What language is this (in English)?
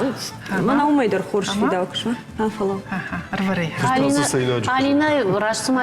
Ossetic